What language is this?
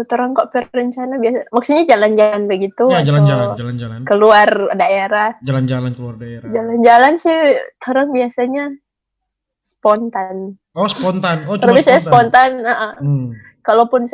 Manado Malay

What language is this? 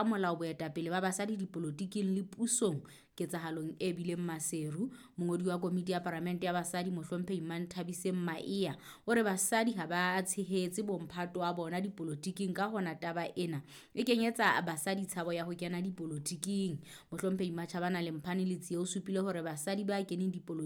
Southern Sotho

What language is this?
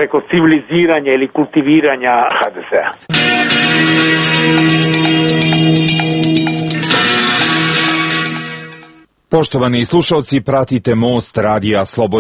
Croatian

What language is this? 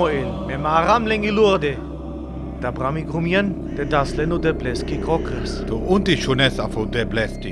Sinte Romani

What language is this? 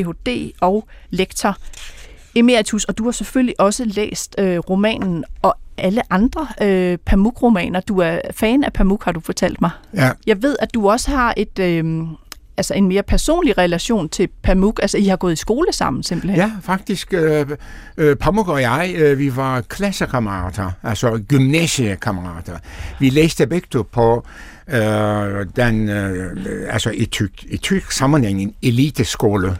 Danish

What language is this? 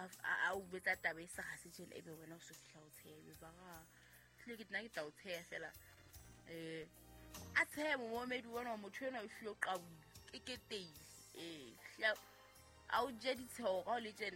Southern Sotho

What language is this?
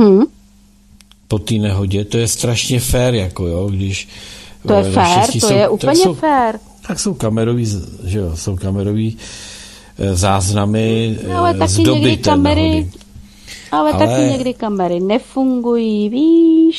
Czech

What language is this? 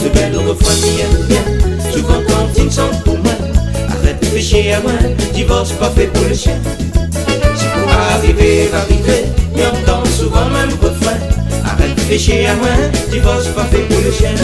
Réunion Creole French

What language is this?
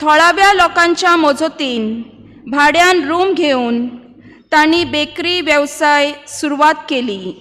Konkani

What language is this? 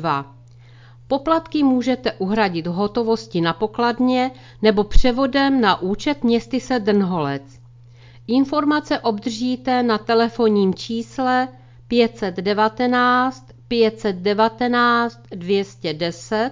Czech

